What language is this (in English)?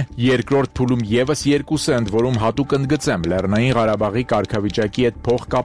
Armenian